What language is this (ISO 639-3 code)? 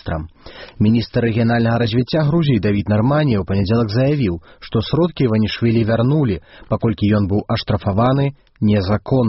bel